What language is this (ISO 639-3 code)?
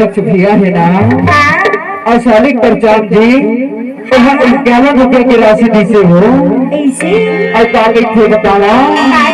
hne